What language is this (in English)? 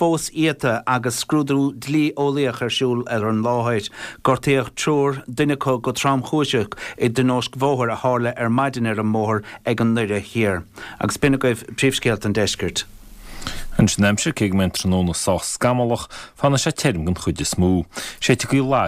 Irish